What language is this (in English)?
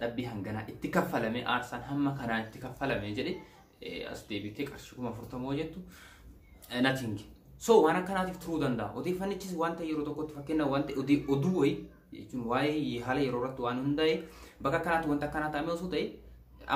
Oromo